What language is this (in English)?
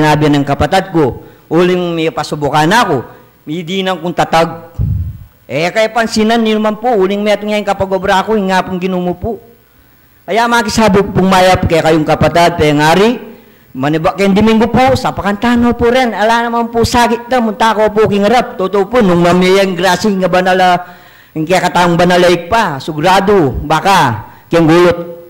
Pampanga